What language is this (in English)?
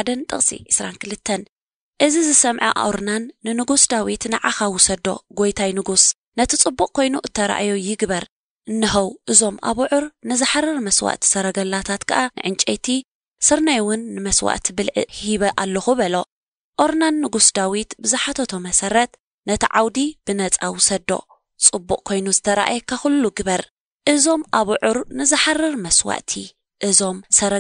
Tigrinya